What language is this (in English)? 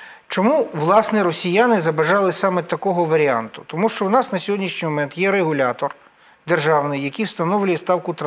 Ukrainian